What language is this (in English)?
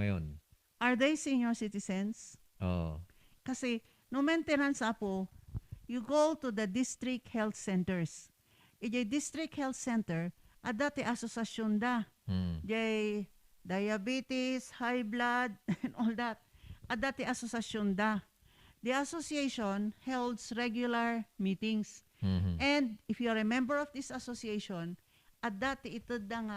Iloko